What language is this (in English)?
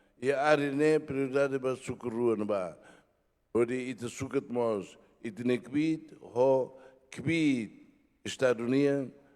Tetum